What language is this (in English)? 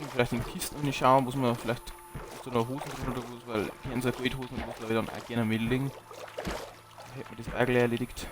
Bavarian